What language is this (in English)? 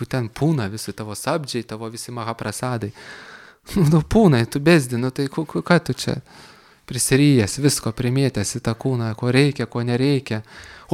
Lithuanian